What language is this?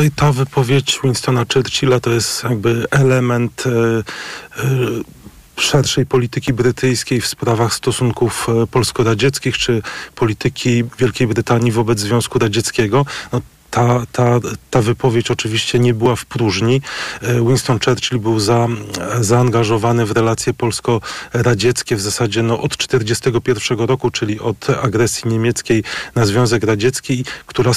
Polish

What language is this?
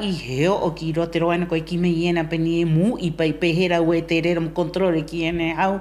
Rapanui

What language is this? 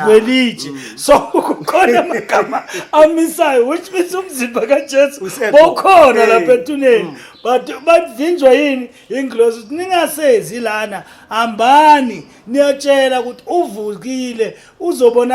Zulu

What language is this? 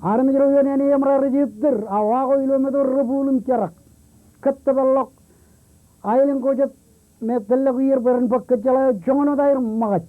Marshallese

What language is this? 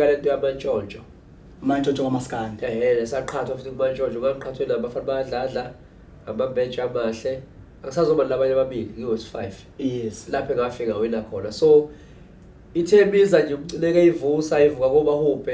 Zulu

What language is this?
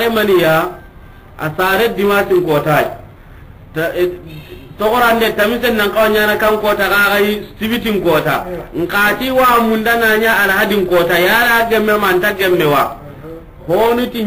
Soninke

